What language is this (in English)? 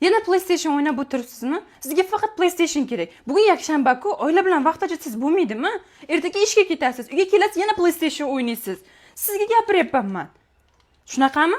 Uzbek